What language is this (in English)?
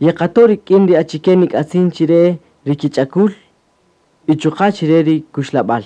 Kaqchikel